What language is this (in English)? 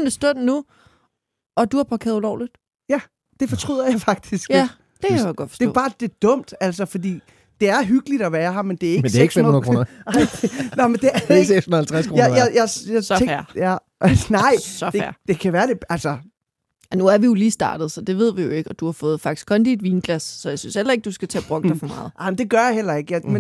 Danish